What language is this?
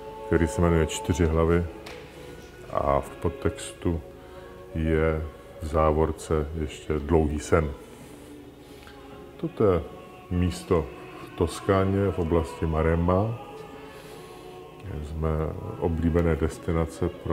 Czech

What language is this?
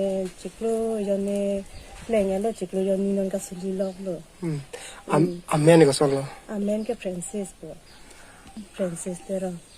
Karbi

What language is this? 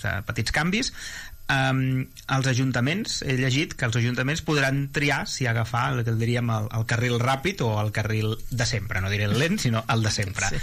Catalan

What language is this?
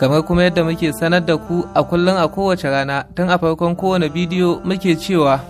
Hausa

